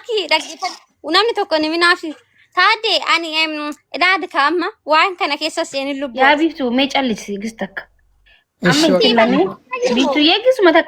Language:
Oromo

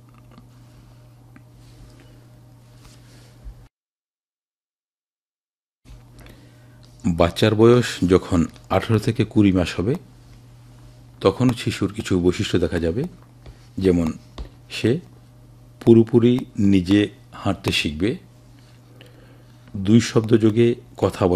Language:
Bangla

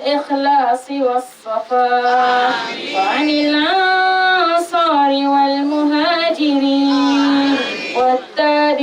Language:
Dagbani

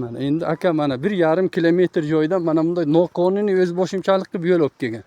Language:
Uzbek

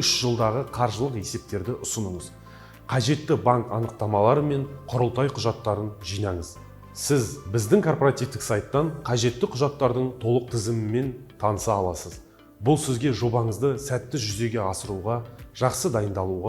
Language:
Kazakh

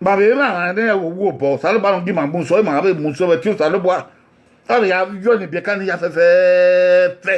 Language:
Bini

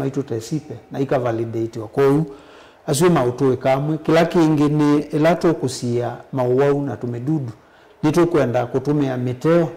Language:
Kamba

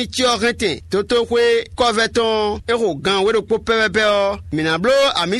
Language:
Fon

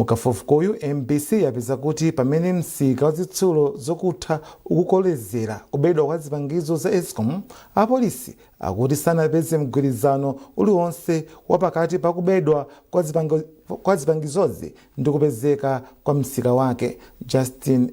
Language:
Nyanja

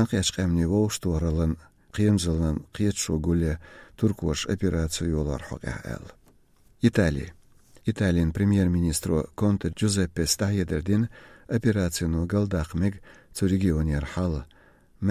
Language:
Chechen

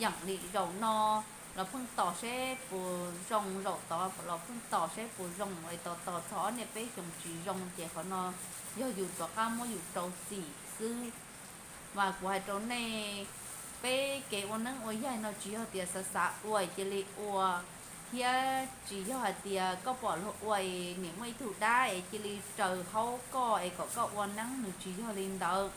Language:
Hmong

